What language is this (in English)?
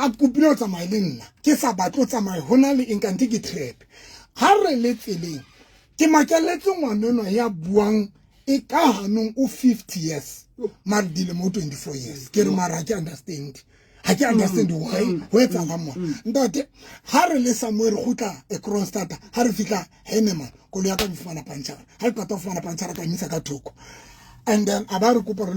Southern Sotho